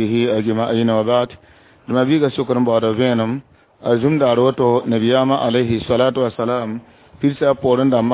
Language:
Mossi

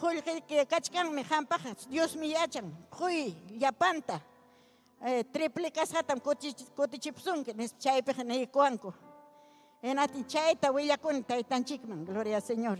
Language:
Ayacucho Quechua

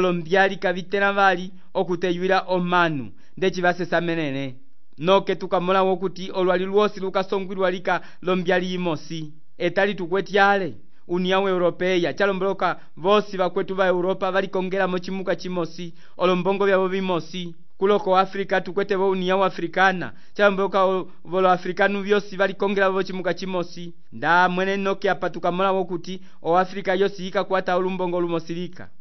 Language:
Umbundu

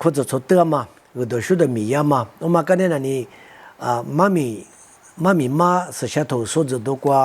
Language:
Lisu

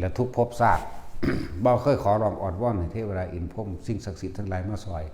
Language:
Northeastern Thai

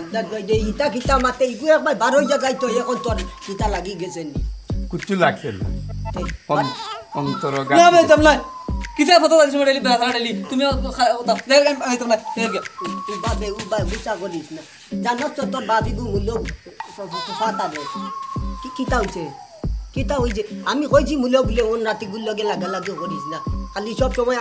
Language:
Sylheti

